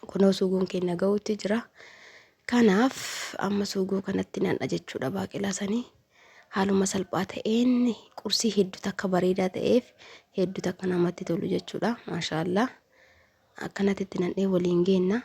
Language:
Oromo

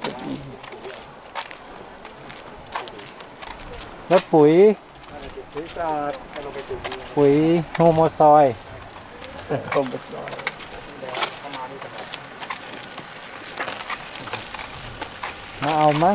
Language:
Thai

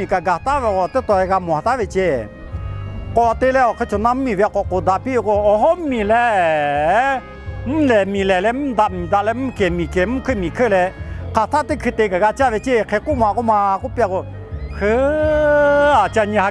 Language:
Lahu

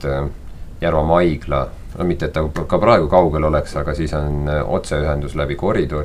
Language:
Estonian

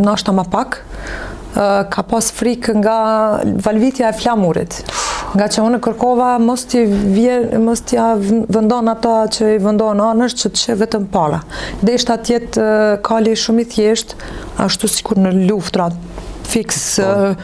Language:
Albanian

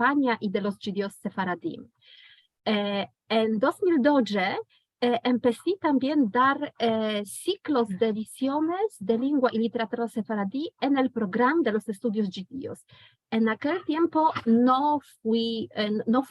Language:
Ladino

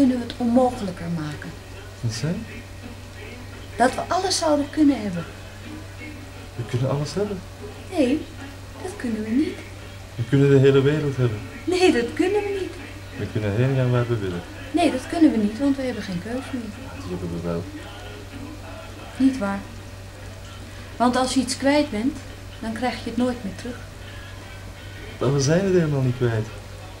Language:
Dutch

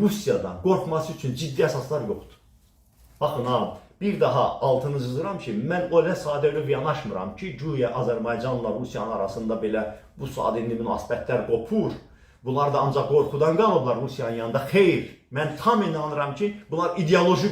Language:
Azerbaijani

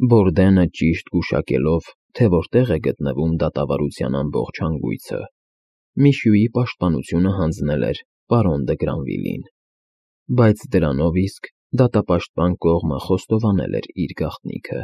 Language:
Armenian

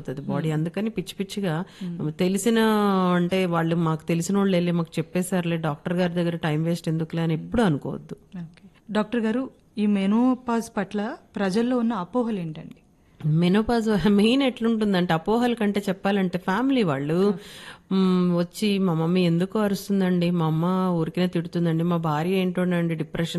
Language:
Telugu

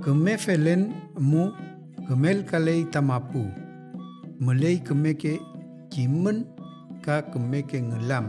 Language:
Mapuche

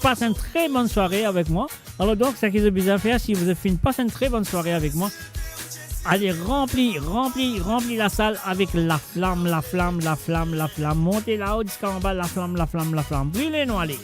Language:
Morisyen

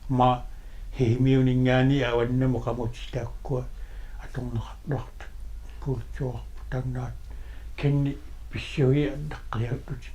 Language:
Kalaallisut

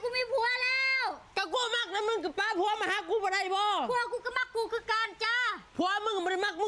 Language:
Northeastern Thai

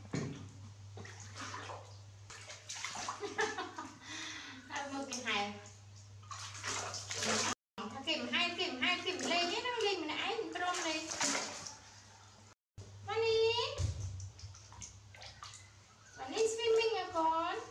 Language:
Vietnamese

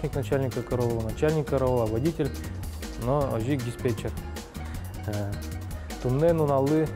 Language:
Udmurt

